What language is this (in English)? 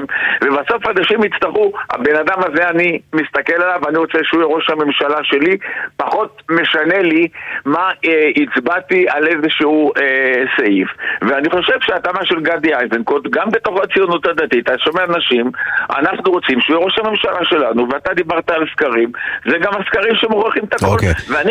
Hebrew